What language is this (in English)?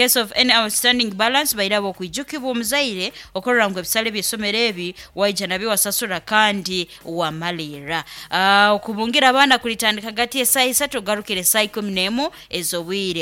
Nyankole